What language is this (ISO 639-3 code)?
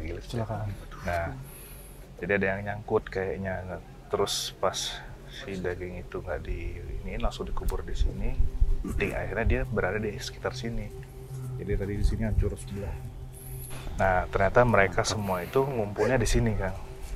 ind